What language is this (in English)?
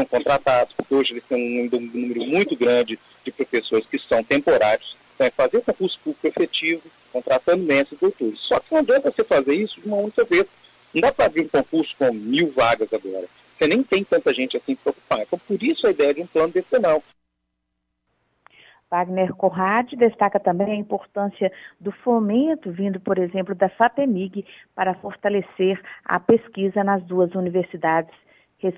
Portuguese